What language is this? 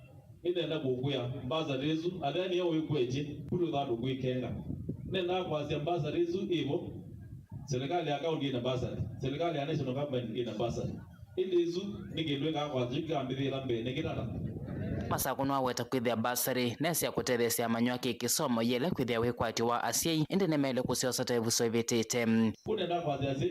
Kamba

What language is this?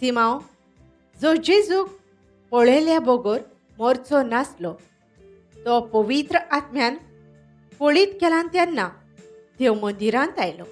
Konkani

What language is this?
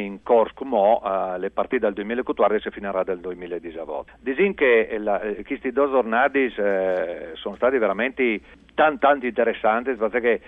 Friulian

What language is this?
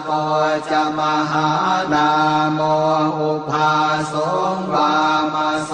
Pali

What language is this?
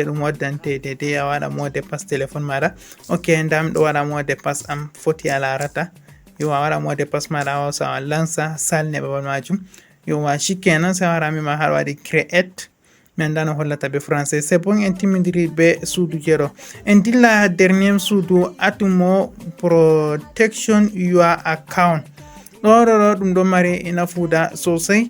Fula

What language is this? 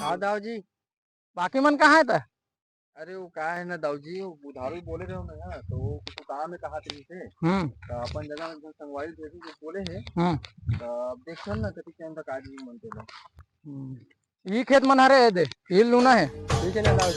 Chhattisgarhi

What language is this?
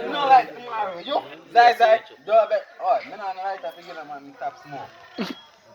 Jamaican Creole English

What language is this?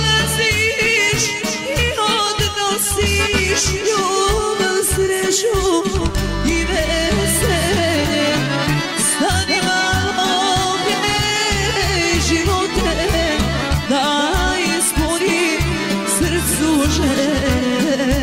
Serbian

